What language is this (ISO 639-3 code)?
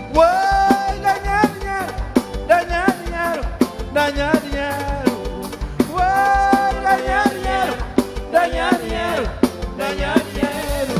kea